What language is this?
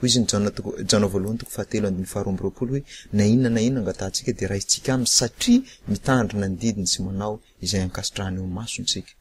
Malagasy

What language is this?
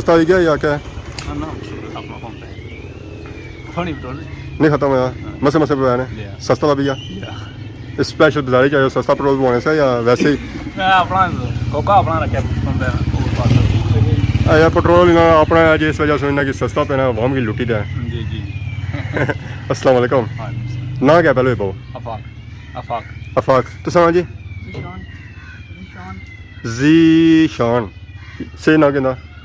Pahari-Potwari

